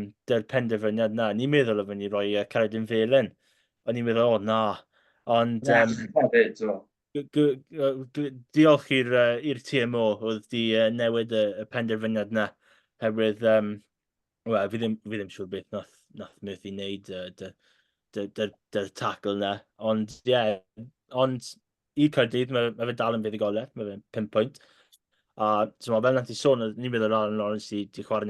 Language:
Welsh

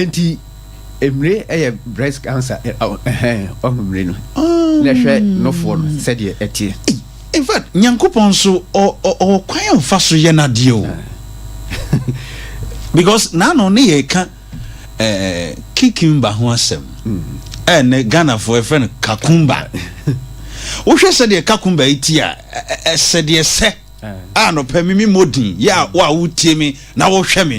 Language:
Akan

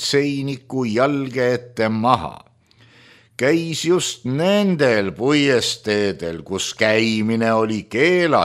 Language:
Estonian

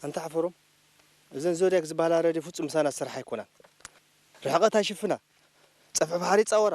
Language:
Tigrinya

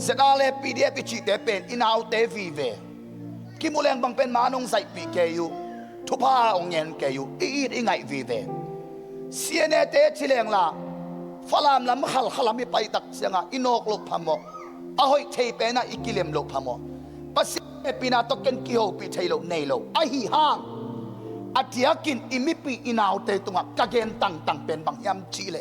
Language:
Tedim Chin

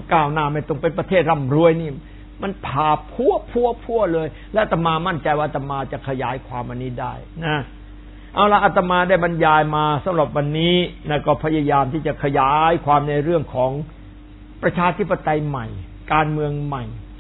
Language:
Thai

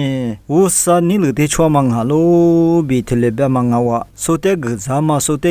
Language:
Lisu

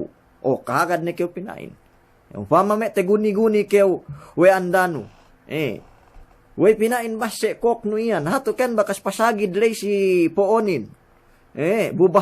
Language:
Yakan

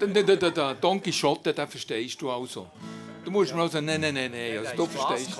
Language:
Swiss German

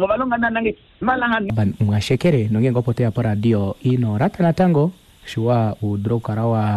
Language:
Kuanyama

